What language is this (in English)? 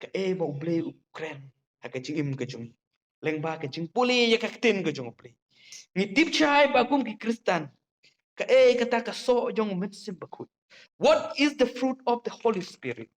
Khasi